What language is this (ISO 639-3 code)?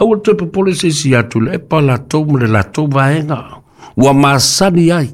smo